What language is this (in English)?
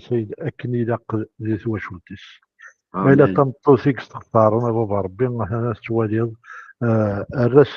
Kabyle